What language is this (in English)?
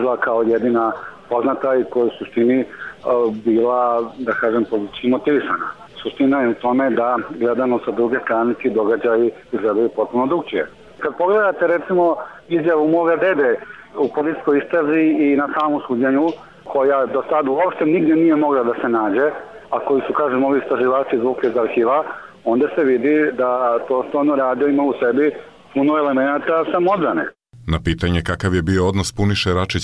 Serbian